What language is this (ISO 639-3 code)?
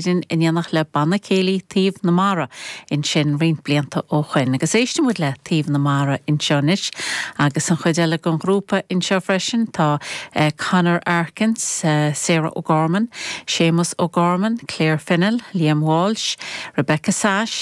gle